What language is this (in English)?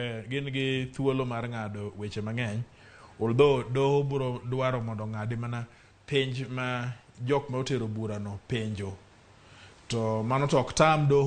Luo (Kenya and Tanzania)